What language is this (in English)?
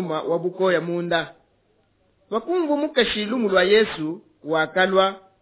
Luba-Lulua